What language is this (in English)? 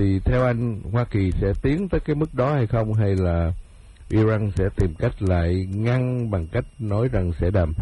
Vietnamese